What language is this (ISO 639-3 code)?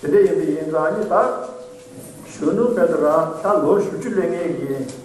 bod